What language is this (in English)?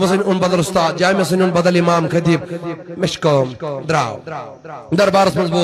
Kashmiri